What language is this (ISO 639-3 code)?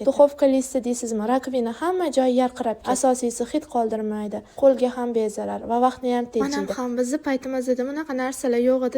uzb